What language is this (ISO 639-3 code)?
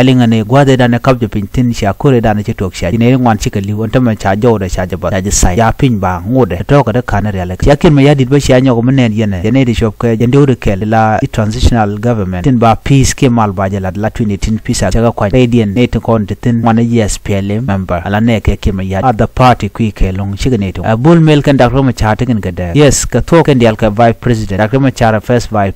nus